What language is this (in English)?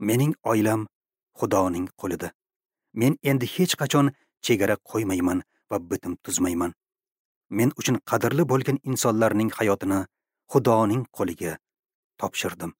Uzbek